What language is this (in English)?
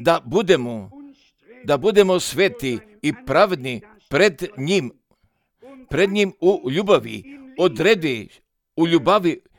Croatian